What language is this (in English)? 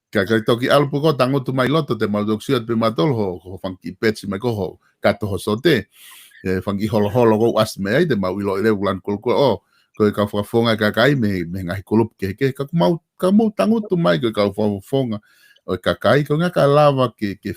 Tongan